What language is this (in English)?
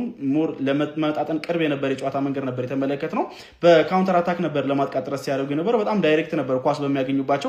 Amharic